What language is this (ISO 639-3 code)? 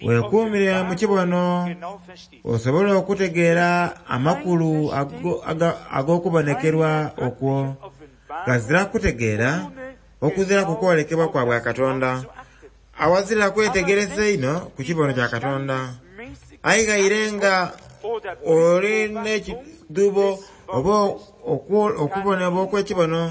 xog